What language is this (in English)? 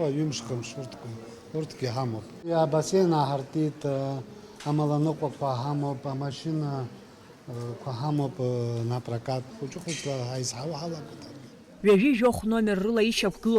Abkhazian